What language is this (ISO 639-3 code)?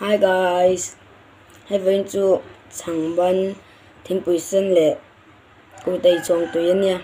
lus